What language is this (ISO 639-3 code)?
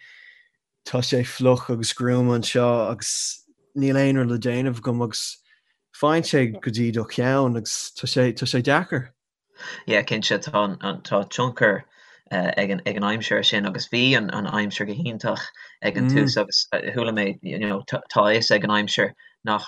gle